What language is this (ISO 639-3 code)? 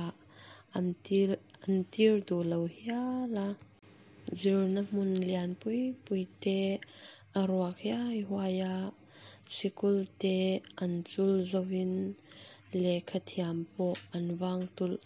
lus